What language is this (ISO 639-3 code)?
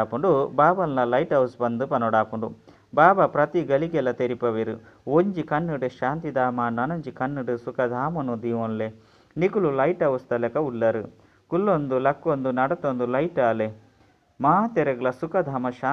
tcy